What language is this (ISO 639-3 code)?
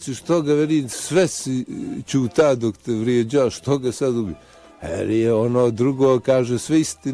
bos